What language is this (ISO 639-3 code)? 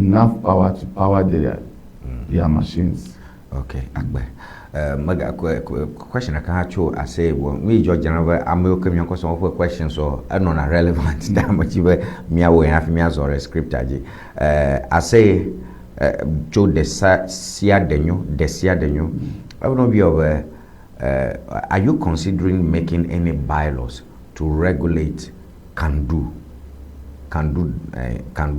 ewe